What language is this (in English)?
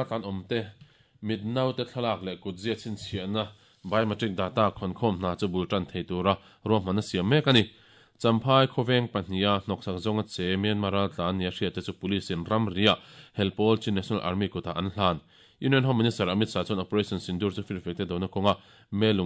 Mizo